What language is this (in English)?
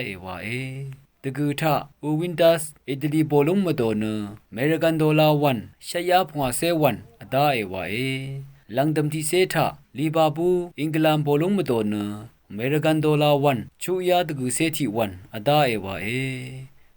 Rawang